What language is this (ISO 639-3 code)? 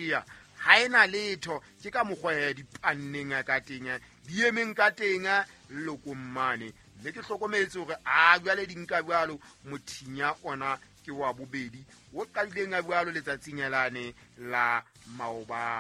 sot